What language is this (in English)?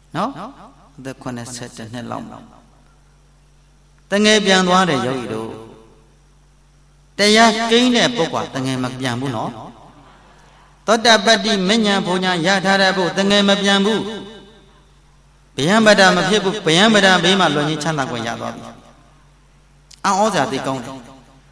Burmese